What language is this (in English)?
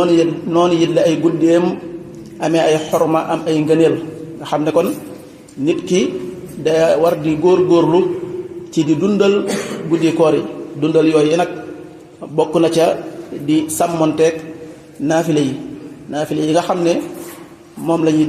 Wolof